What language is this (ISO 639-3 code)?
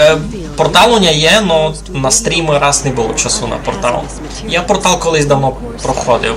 rue